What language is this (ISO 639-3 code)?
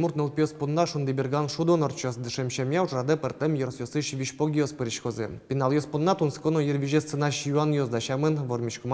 udm